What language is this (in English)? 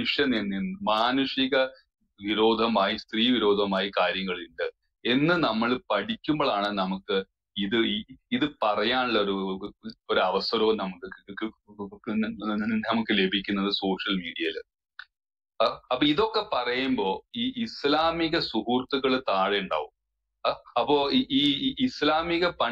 Malayalam